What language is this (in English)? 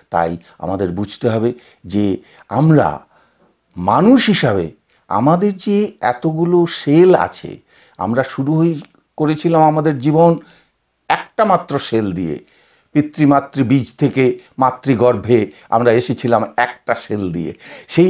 Bangla